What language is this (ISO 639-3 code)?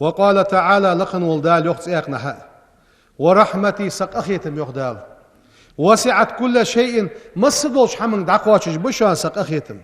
inh